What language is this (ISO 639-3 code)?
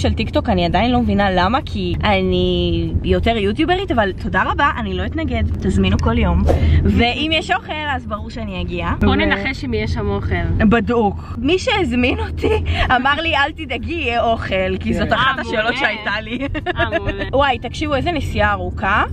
heb